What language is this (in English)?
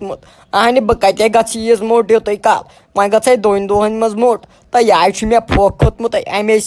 Kashmiri